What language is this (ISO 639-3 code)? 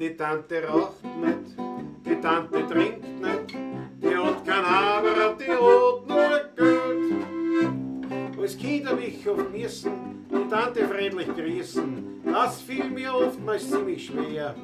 bar